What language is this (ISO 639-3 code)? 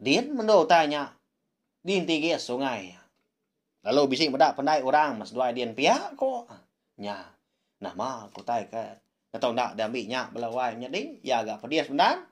iba